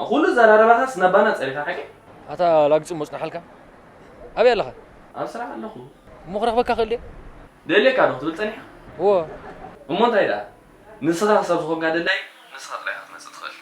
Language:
Tigrinya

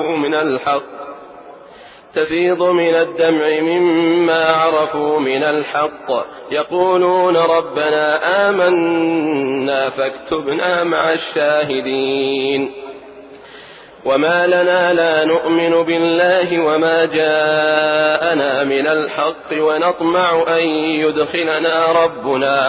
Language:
Arabic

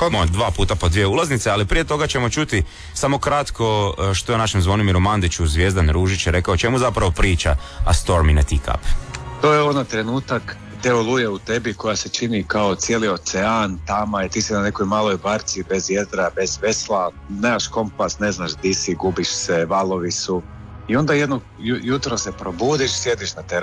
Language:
Croatian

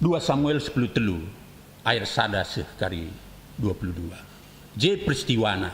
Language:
Batak Karo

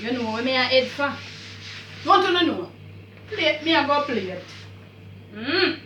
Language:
Jamaican Creole English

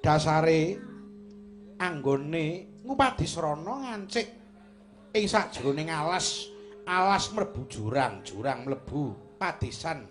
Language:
Javanese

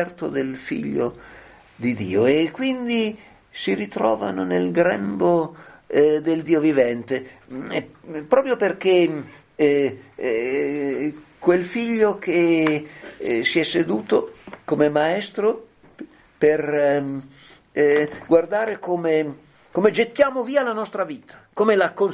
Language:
Italian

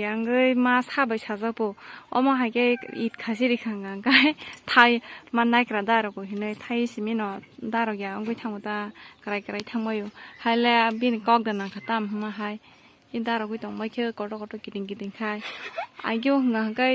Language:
Kok Borok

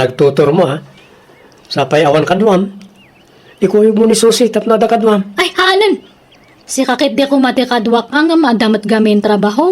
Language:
Iloko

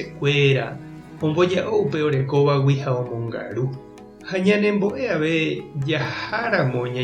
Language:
Guarani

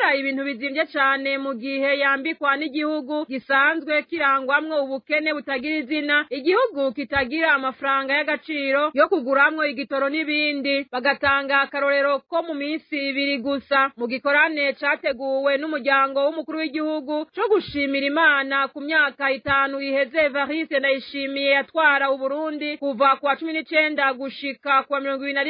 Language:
Rundi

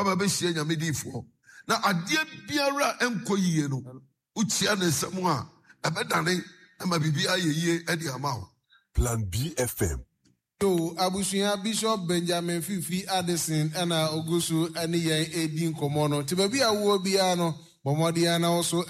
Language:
Akan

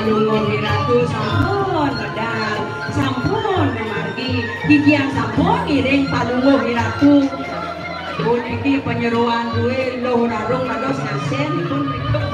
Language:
Balinese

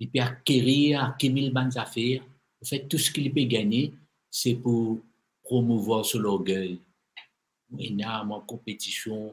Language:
Morisyen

